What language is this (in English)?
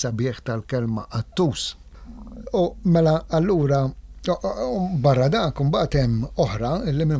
Maltese